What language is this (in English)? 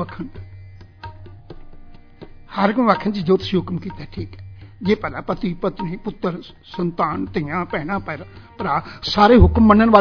Punjabi